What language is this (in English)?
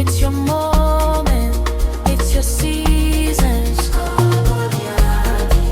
Tsonga